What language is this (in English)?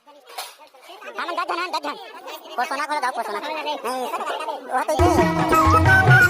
Chhattisgarhi